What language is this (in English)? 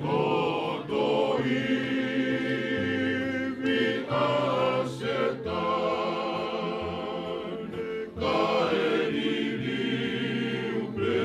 Tongan